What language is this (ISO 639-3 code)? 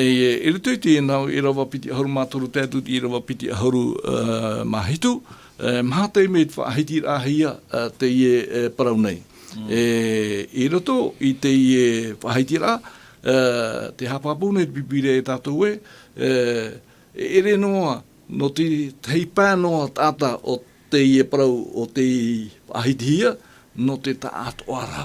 tah